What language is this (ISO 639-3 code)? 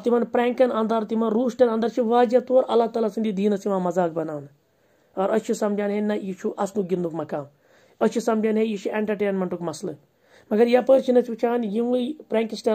kas